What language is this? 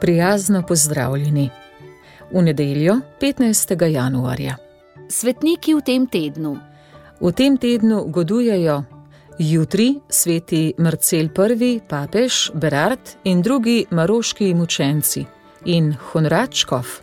Slovenian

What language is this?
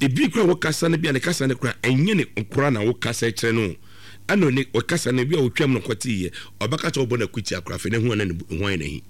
Akan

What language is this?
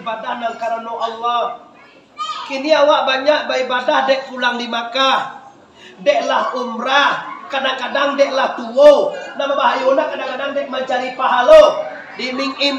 Minangkabau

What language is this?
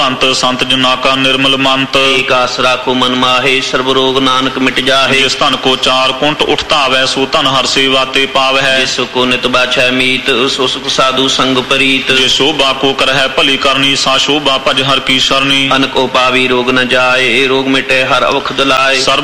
Punjabi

